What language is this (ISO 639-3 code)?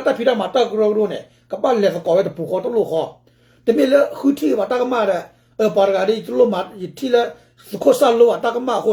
ksw